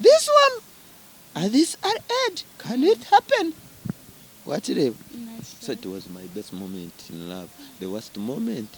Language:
Nyankole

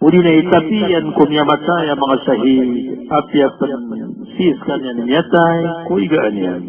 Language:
Maranao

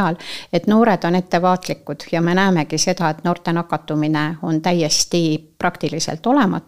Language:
Estonian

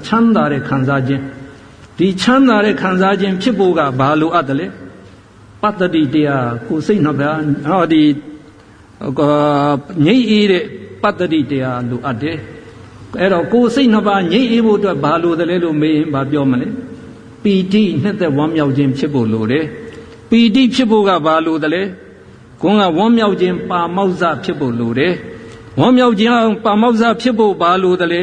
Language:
Burmese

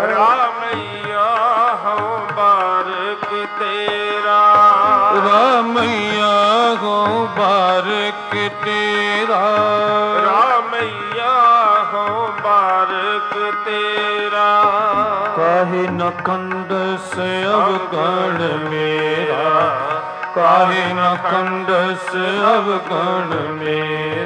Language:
Punjabi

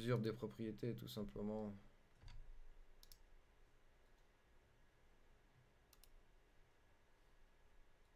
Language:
French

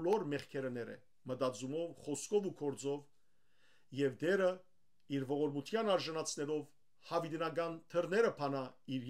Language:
Western Armenian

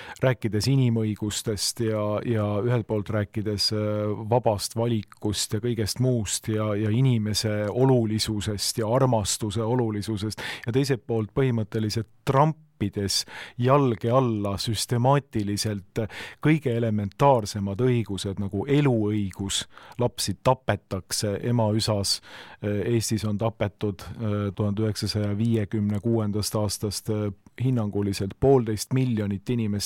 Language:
Estonian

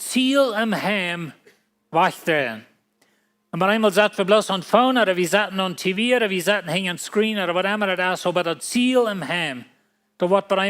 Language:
Plautdietsch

